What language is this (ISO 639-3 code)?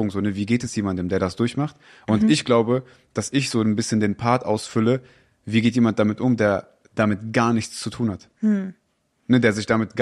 deu